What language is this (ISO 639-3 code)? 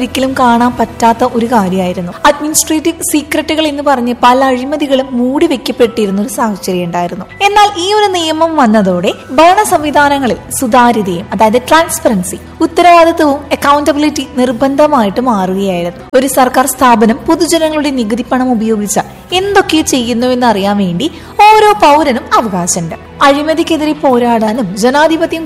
mal